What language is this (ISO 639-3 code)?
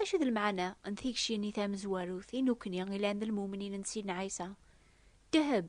kab